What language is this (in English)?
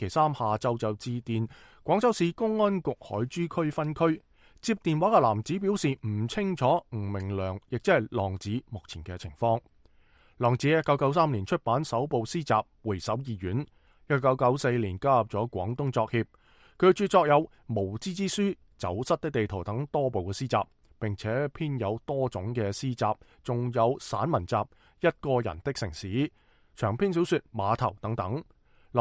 Cantonese